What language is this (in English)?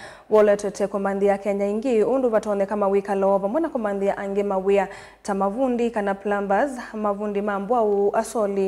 Kamba